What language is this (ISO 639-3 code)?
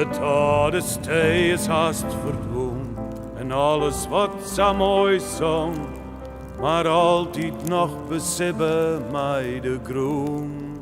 fry